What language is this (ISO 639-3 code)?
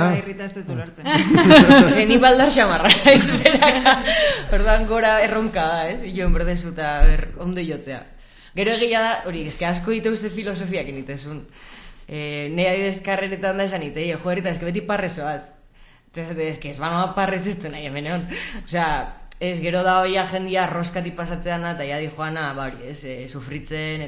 eus